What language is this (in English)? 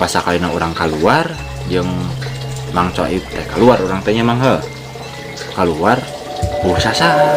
Sundanese